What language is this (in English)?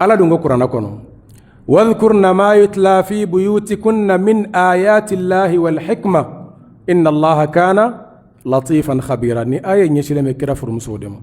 Bambara